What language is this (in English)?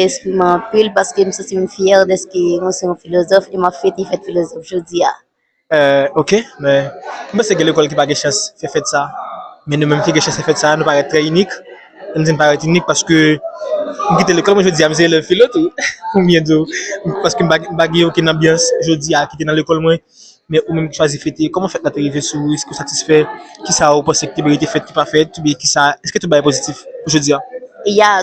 Haitian Creole